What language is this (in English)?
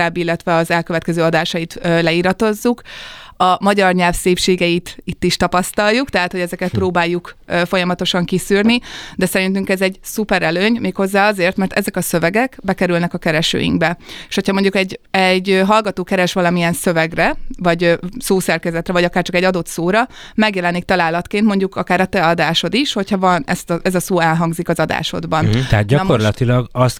Hungarian